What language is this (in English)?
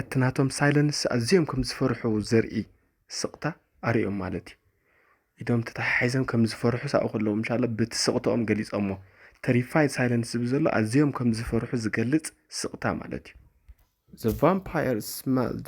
Tigrinya